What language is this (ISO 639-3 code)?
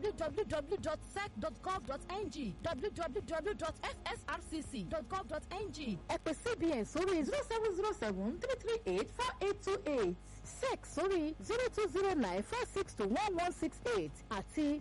yor